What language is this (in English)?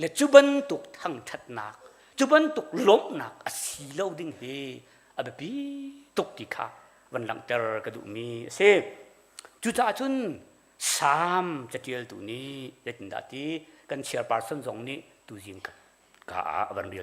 Hakha Chin